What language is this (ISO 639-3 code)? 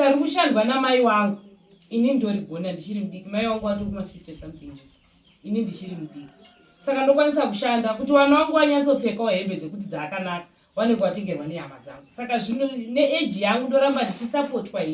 sna